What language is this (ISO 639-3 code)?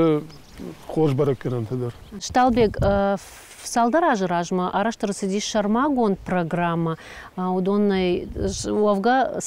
oss